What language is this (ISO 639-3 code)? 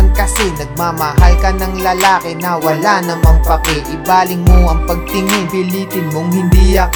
fil